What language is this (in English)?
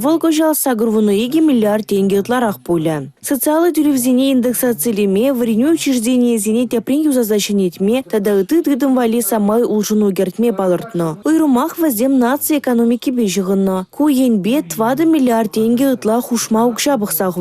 Chuvash